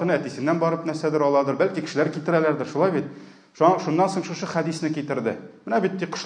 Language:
Tatar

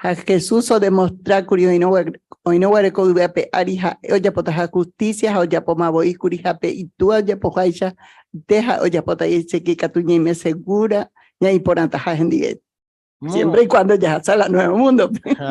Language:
Guarani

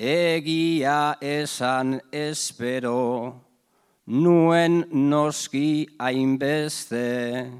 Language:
Basque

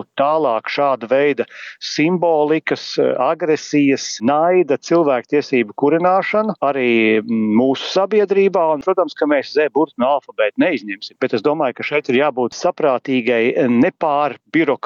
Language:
Latvian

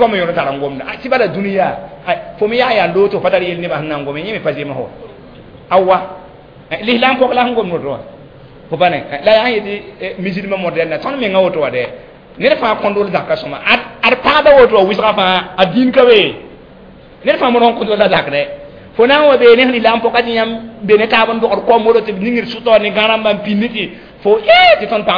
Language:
Mossi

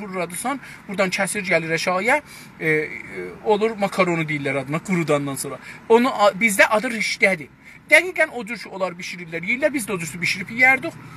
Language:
South Azerbaijani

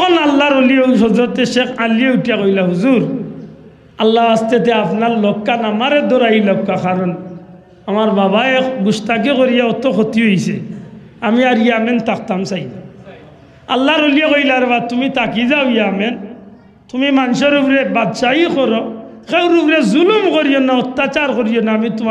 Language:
Sylheti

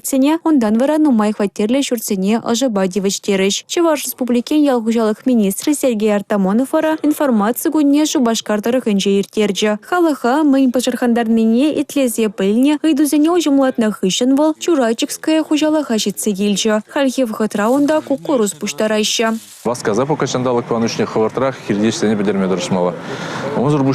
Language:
Chuvash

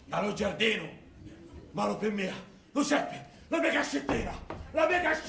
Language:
Sicilian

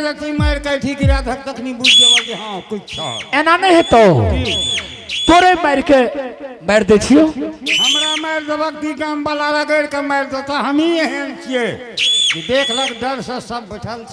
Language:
Angika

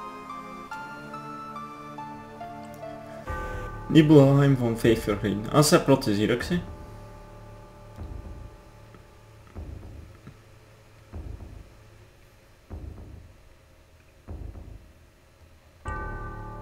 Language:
Dutch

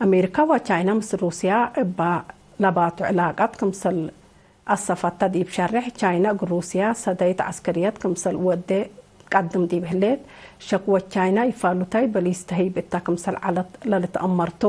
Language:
Tigre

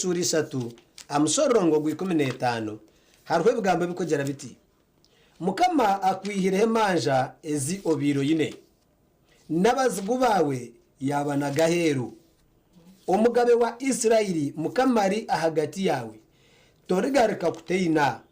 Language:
Nyankole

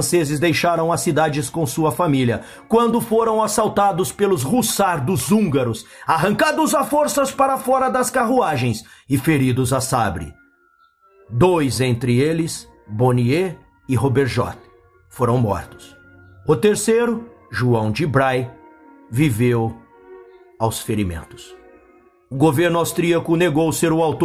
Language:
Portuguese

